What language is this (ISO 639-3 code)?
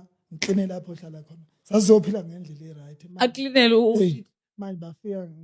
zul